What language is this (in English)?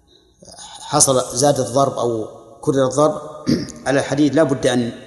Arabic